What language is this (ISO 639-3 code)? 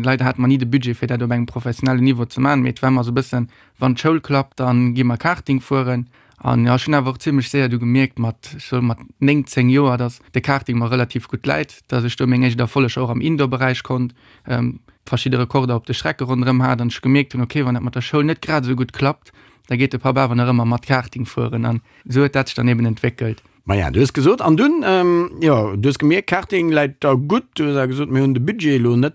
ltz